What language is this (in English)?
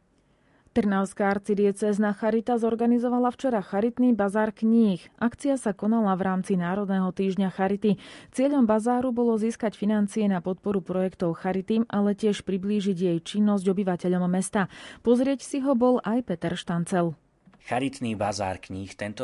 Slovak